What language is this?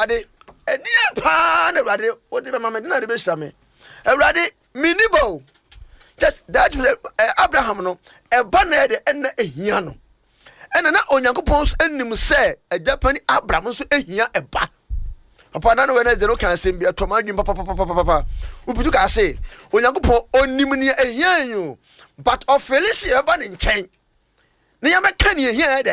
Akan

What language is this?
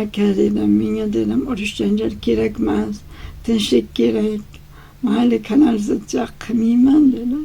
Uzbek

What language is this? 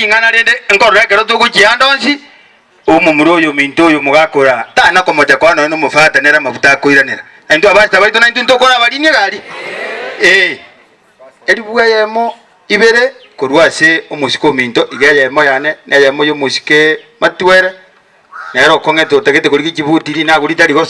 Gusii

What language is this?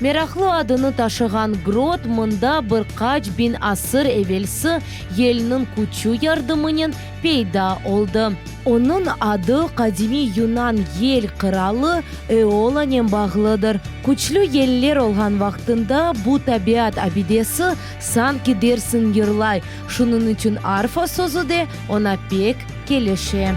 Crimean Tatar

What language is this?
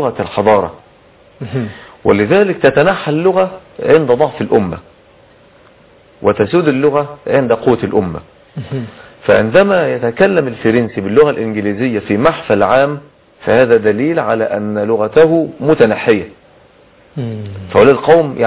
Arabic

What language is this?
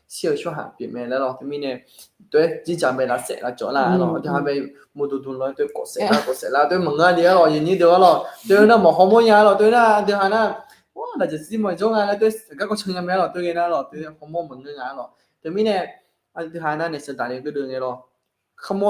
Akha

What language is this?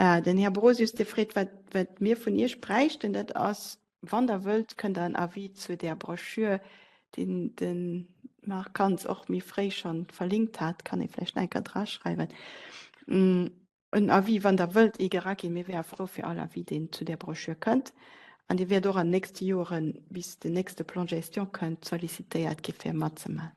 Luxembourgish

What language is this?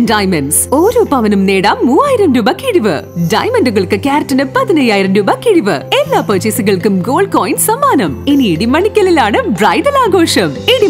Malayalam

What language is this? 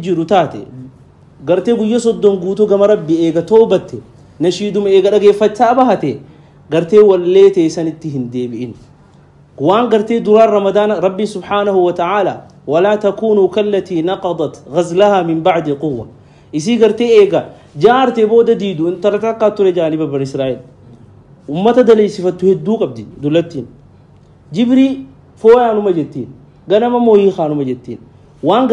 Oromo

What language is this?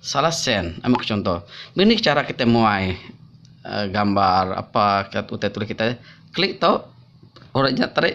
Iban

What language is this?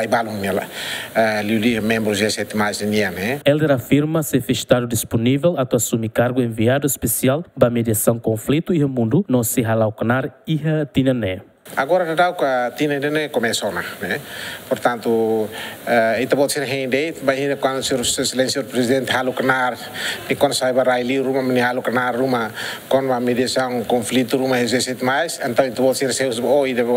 Tetum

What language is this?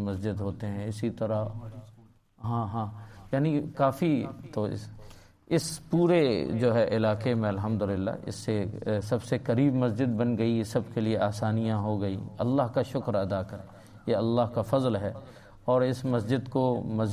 Urdu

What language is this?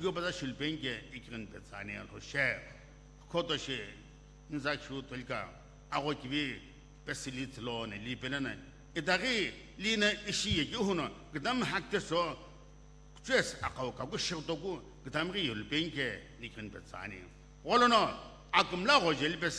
Sumi Naga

